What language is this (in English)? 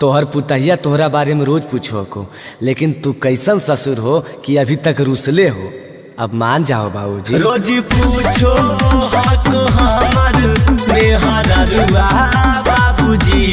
Magahi